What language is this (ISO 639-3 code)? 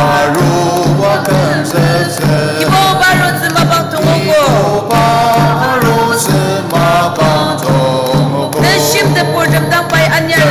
njo